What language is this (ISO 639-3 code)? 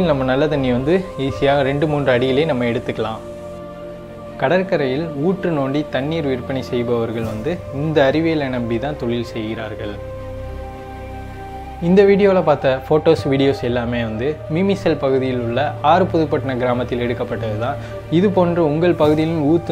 tam